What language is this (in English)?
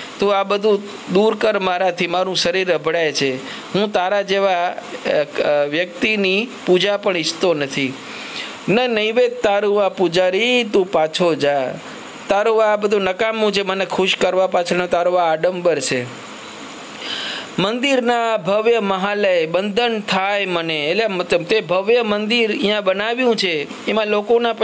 Gujarati